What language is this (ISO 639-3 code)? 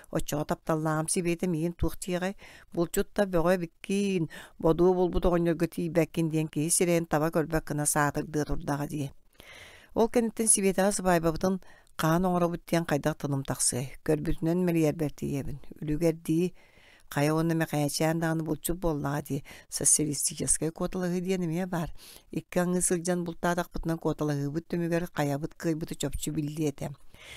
sah